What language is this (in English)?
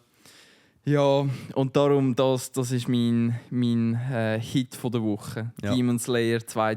Swiss German